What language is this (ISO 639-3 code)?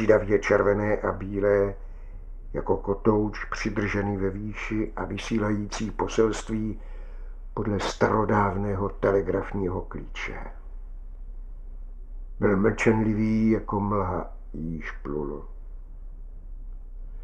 ces